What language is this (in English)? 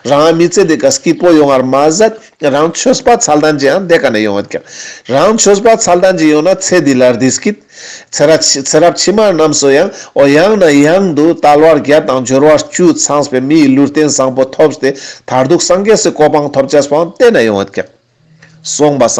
Ladakhi